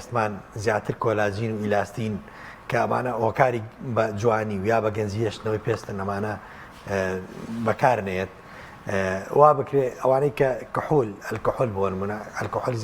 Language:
Central Kurdish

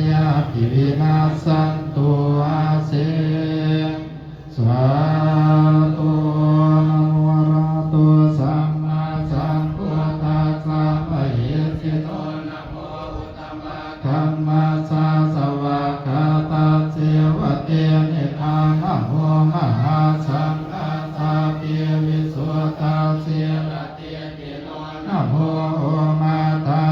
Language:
Pali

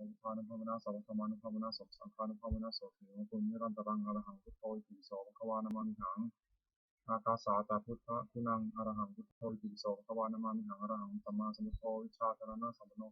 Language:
Pali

